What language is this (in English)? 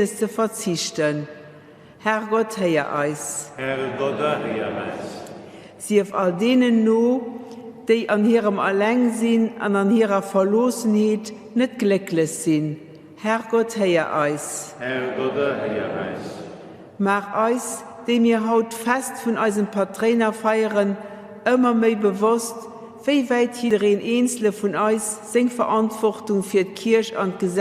Luxembourgish